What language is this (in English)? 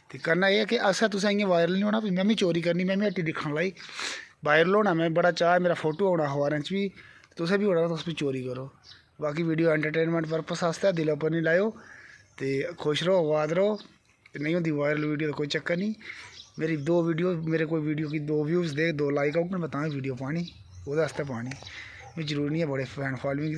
Dogri